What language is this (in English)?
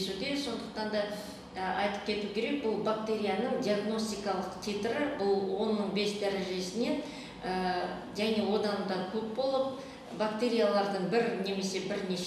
Kazakh